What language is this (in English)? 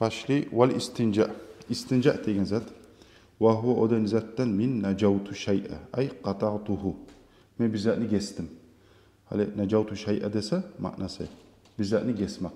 Kumyk